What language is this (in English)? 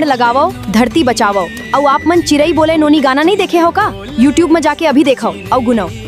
Chhattisgarhi